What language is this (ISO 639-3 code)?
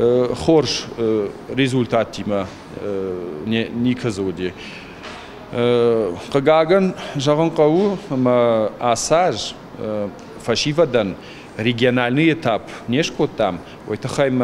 oss